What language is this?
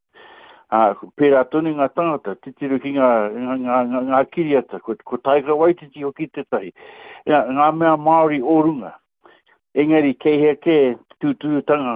Māori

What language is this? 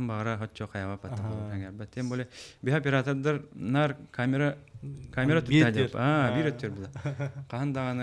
Yakut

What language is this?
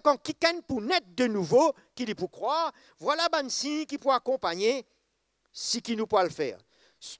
Morisyen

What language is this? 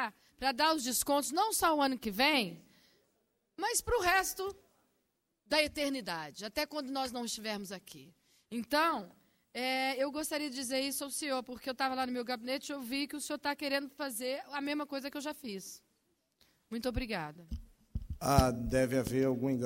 Portuguese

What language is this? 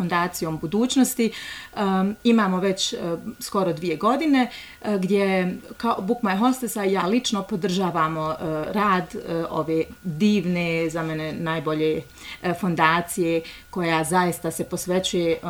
Bosnian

